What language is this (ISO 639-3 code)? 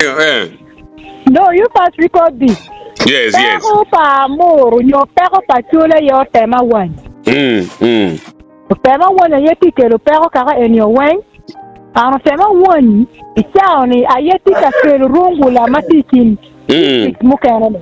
ach